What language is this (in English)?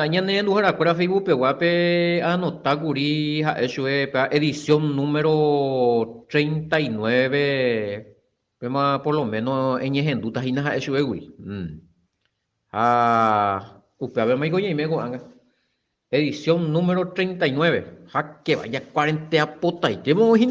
Guarani